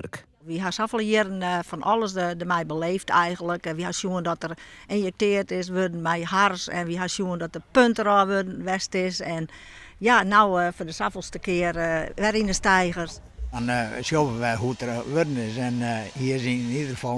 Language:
Western Frisian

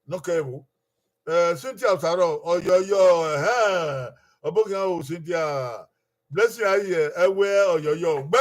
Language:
Bini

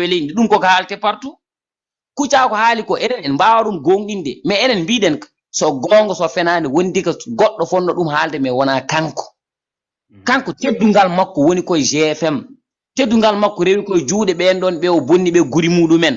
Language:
Fula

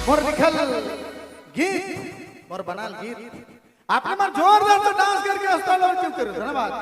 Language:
Sadri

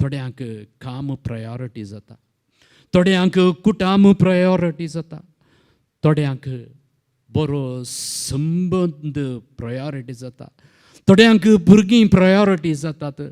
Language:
Konkani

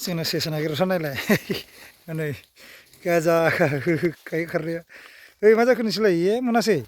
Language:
Bodo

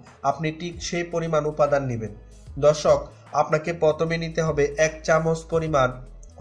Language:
Bangla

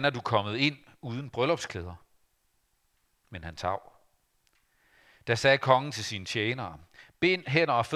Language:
Danish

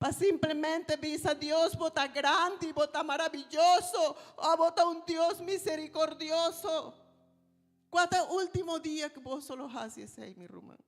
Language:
Papiamento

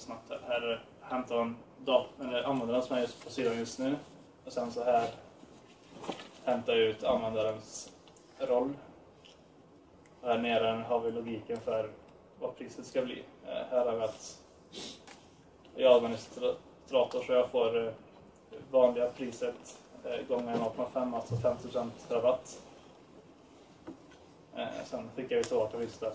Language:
Swedish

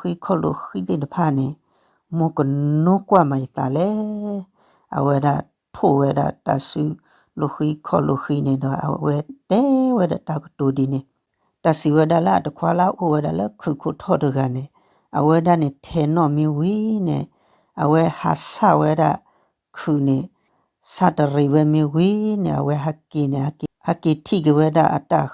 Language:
S'gaw Karen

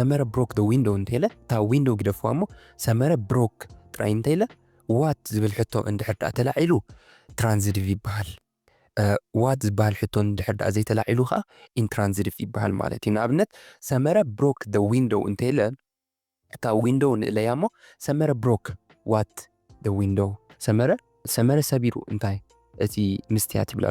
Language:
Tigrinya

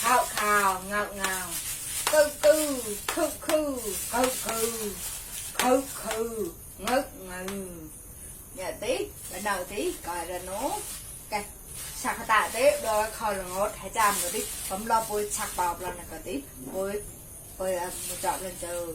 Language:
Mon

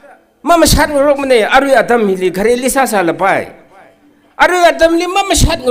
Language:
Tangkhul Naga (India)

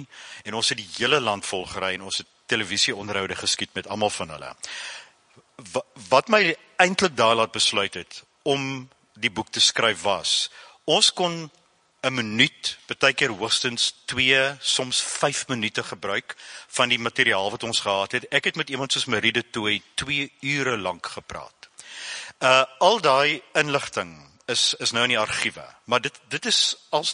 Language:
Afrikaans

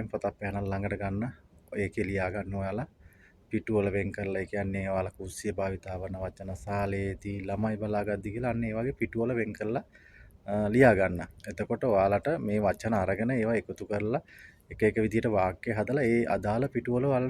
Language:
Sinhala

